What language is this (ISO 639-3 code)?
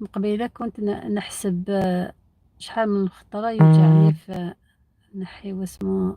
arq